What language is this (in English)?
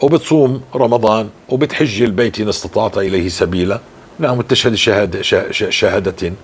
North Levantine Arabic